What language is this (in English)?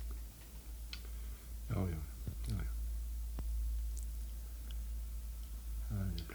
Icelandic